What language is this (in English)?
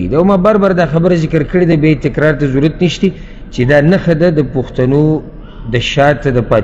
Pashto